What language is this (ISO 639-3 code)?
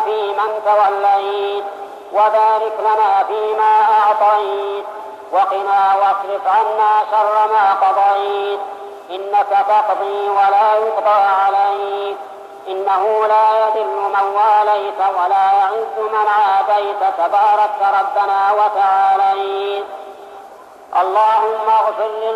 ara